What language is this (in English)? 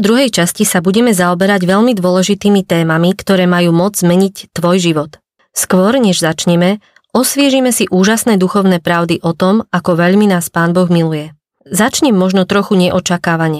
Slovak